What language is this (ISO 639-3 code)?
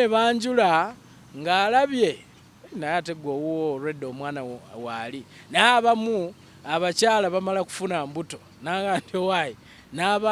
lug